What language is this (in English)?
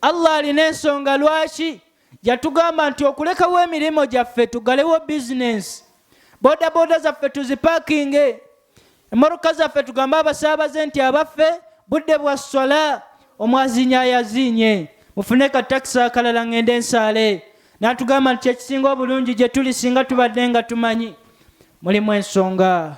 Ganda